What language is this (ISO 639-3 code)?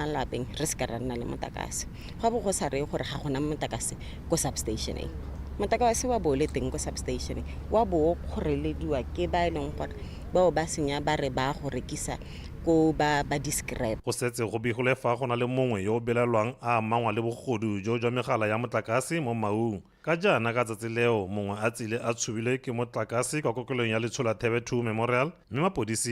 tsn